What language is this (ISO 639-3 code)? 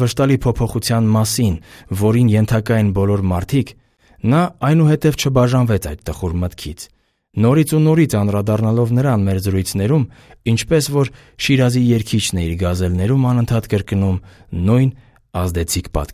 hye